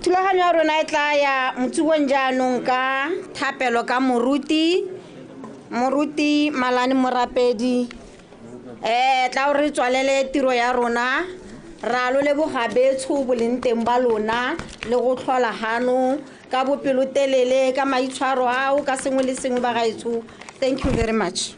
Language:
Tswana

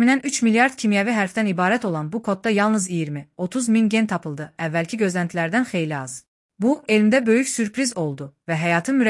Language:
Azerbaijani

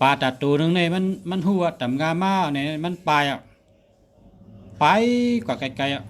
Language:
Shan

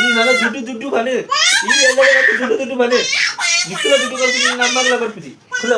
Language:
Tulu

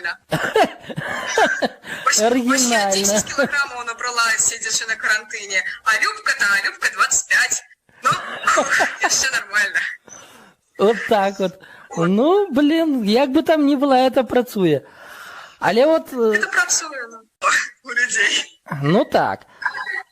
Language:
Belarusian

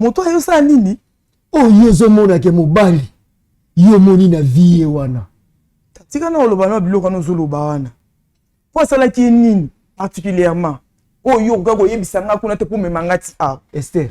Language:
Lingala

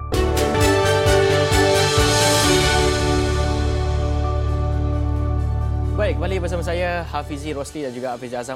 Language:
Malay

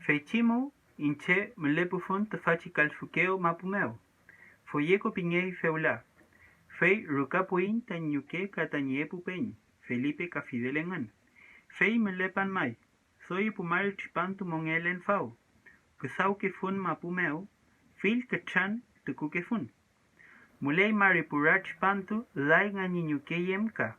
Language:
Mapuche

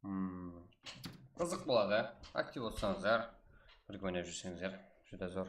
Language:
Kara-Kalpak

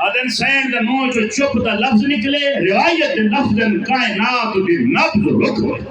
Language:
Saraiki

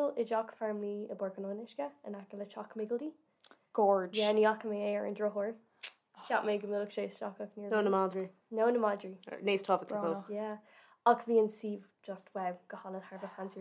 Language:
Irish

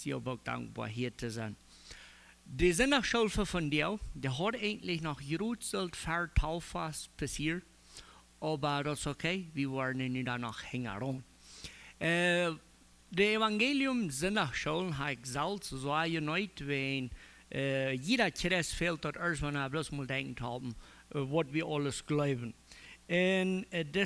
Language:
Plautdietsch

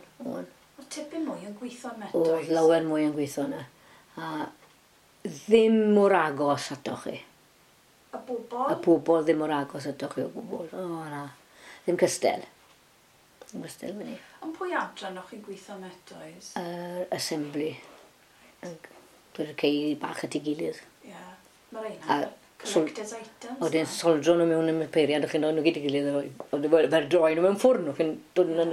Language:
Welsh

